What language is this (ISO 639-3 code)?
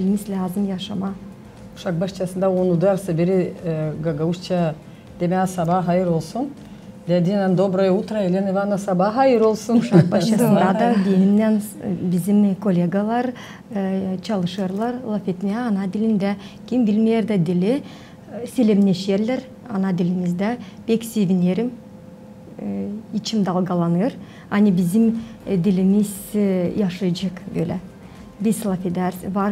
gag